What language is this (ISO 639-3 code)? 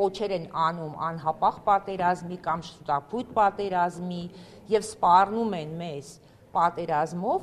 hye